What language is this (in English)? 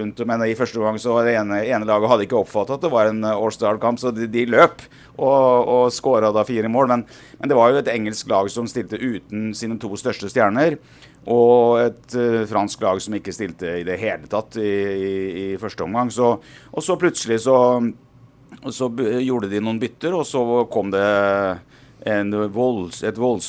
Norwegian